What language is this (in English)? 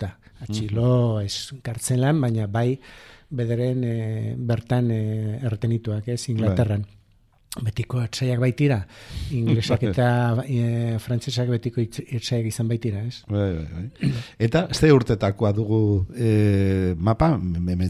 Basque